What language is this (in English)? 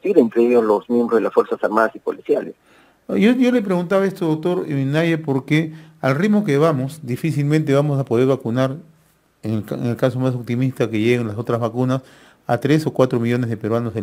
Spanish